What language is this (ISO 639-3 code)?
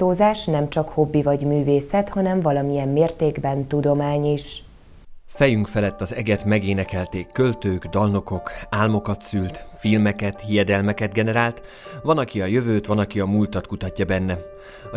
hun